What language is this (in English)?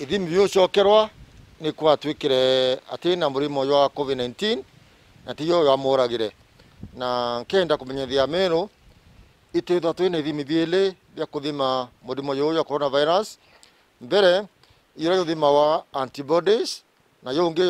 Meru